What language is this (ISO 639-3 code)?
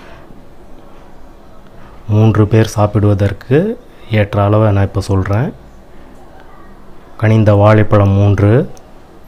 tam